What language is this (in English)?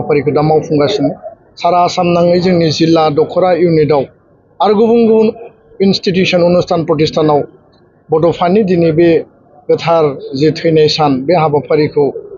Bodo